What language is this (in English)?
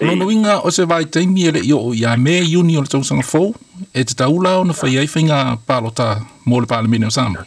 Samoan